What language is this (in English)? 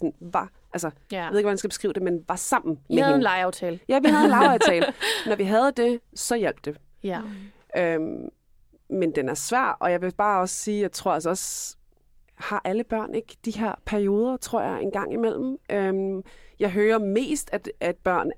Danish